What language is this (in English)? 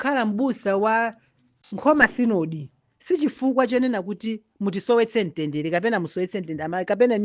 Nyanja